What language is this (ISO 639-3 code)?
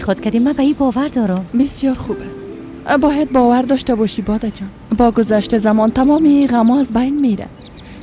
fas